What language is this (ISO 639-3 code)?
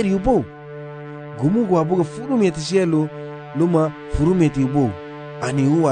cab